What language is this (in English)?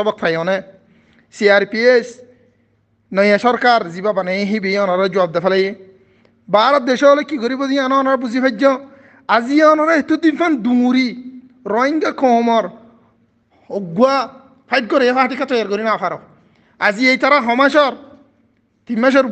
Rohingya